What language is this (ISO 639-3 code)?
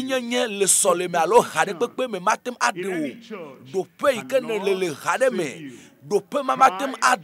ewe